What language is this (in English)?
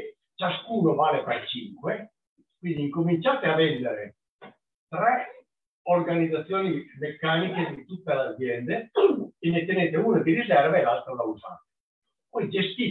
Italian